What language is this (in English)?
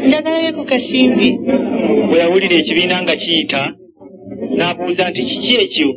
Ganda